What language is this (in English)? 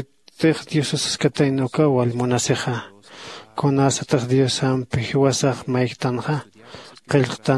Aymara